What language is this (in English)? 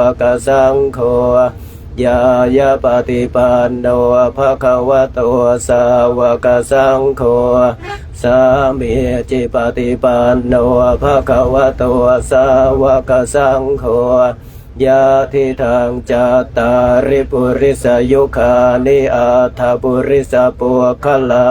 Pali